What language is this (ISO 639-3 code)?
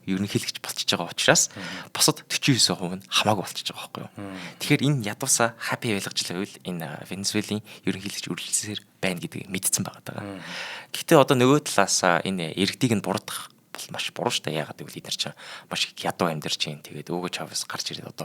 mon